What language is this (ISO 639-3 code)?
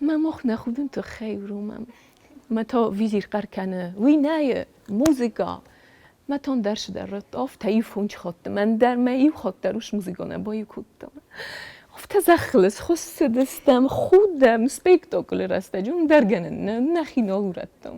oss